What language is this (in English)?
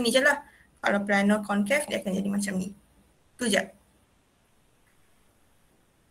Malay